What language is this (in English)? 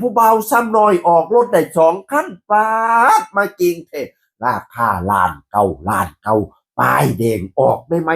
Northeastern Thai